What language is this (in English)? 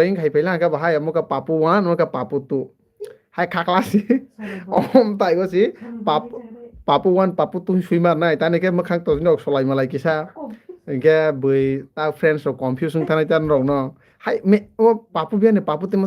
Kok Borok